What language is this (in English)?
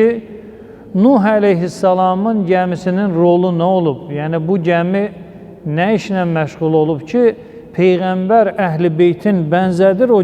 Azerbaijani